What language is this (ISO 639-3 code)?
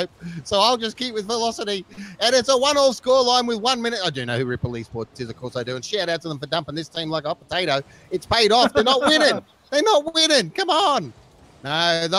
eng